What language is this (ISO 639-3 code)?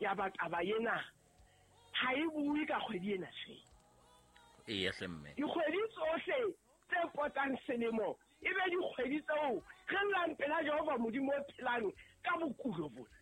sot